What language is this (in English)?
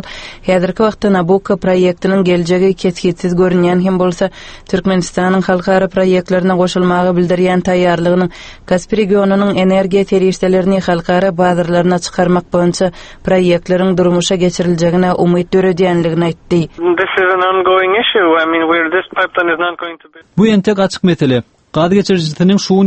Turkmen